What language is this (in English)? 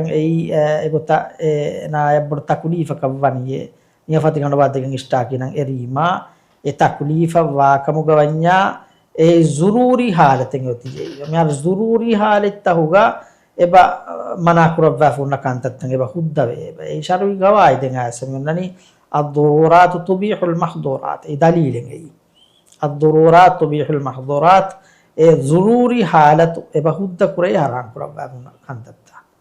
Divehi